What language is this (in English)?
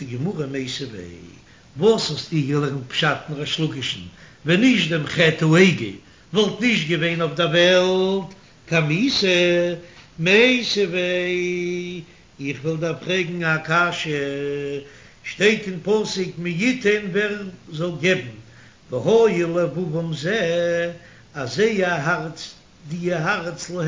Yiddish